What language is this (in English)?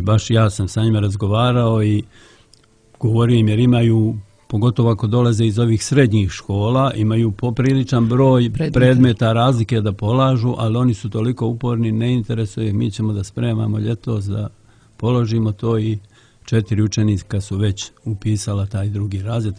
Croatian